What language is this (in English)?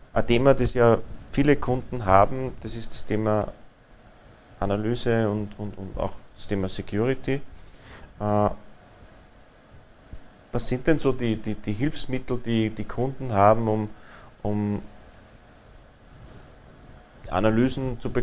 German